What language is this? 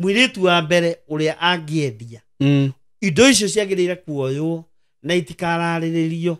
Kikuyu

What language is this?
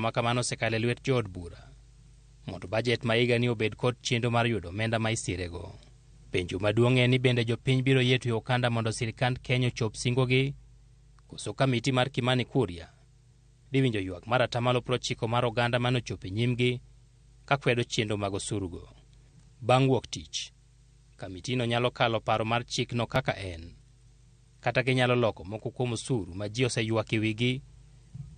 Luo (Kenya and Tanzania)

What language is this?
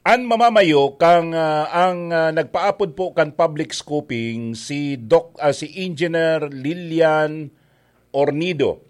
Bikol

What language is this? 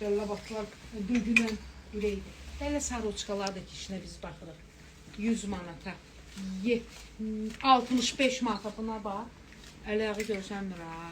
Azerbaijani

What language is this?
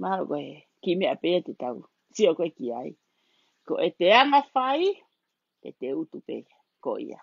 Tongan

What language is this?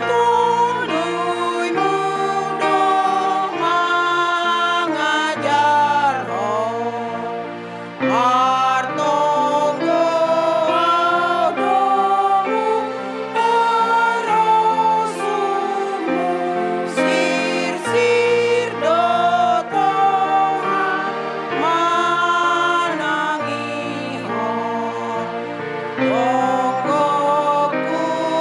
Batak Simalungun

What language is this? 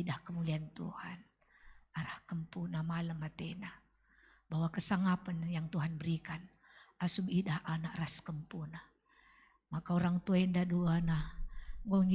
Batak Karo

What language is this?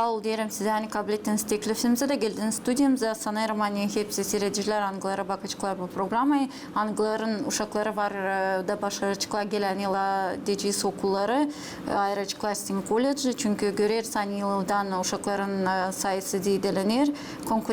Gagauz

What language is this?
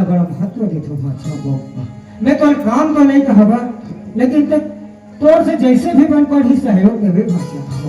Chhattisgarhi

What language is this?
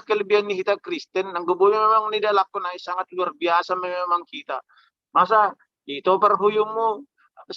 Batak Simalungun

